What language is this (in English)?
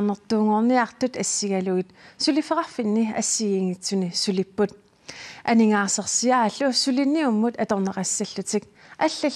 Kalaallisut